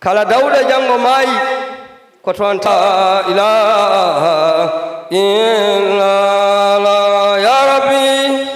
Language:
Fula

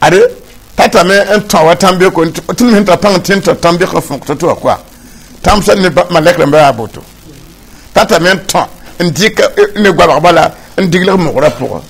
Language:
Mossi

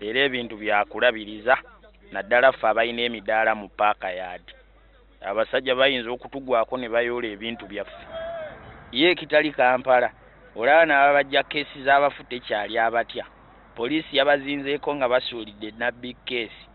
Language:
Ganda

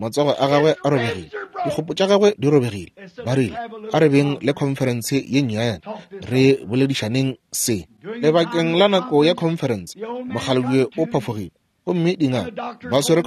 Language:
Northern Sotho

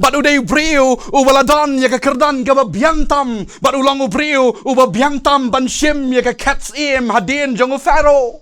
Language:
Khasi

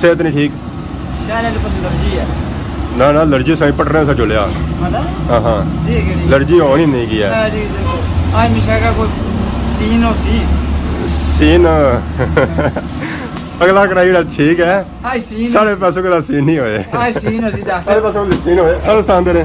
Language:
Pahari-Potwari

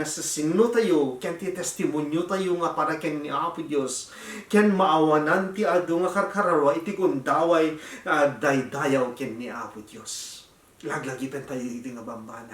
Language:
Iloko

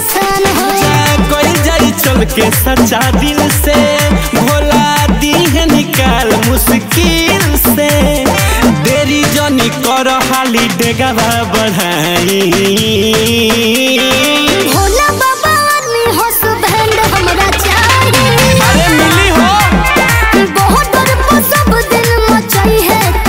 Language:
Bhojpuri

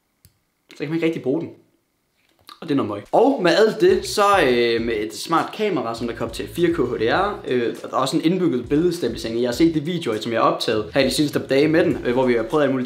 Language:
Danish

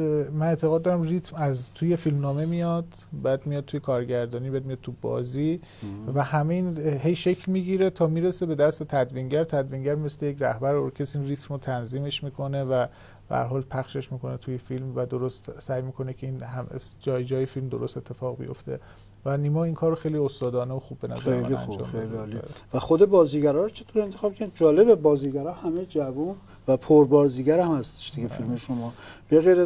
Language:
Persian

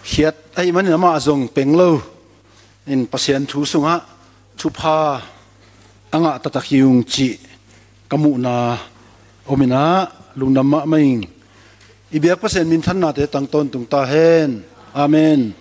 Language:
Tedim Chin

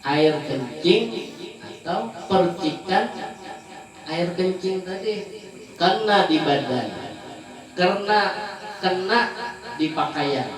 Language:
Banjar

